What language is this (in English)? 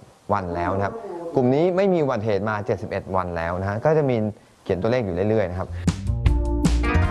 Thai